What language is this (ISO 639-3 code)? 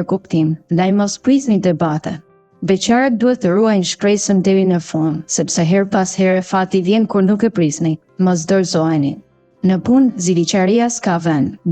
sqi